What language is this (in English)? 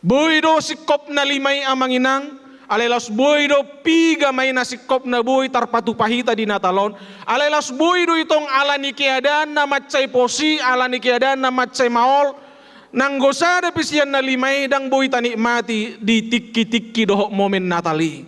Batak Toba